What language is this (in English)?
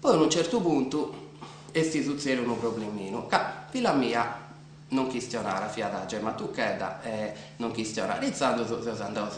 Sardinian